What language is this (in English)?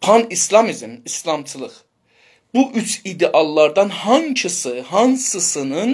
South Azerbaijani